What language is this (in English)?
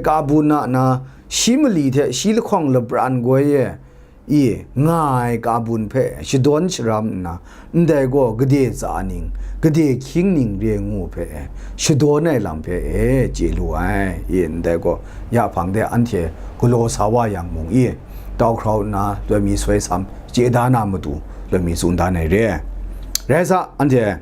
Kachin